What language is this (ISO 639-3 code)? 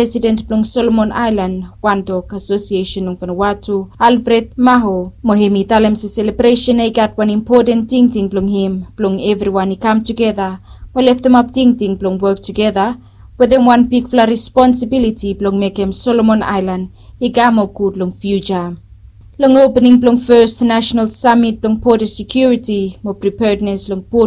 bis